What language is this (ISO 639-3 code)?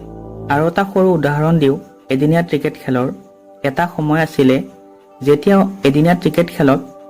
asm